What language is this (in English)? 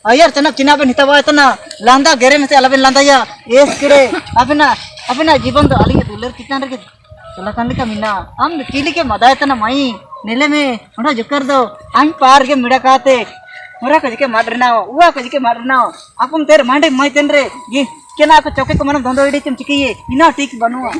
Ho